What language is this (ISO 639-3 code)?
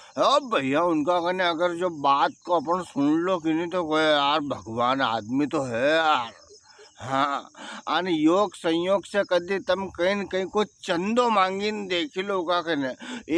raj